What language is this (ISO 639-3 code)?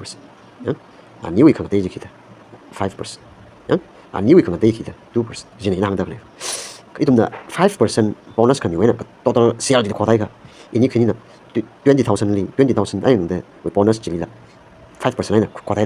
nmf